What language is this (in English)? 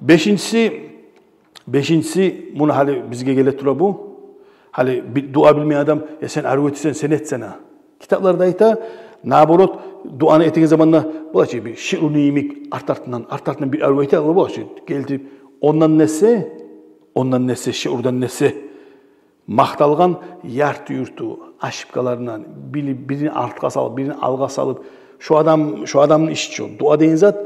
Kumyk